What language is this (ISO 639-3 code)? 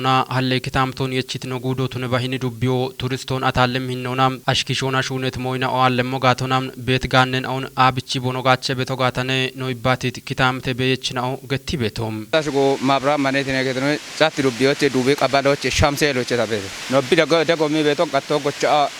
kbr